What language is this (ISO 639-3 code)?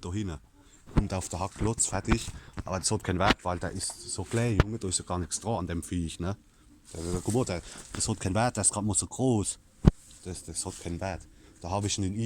pfl